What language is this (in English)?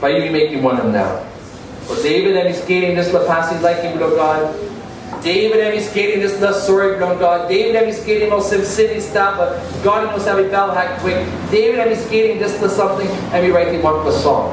Tok Pisin